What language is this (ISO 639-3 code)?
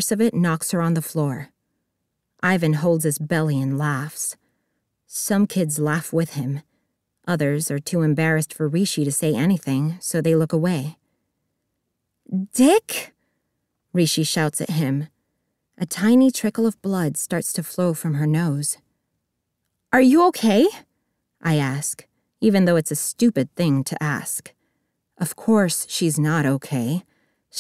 eng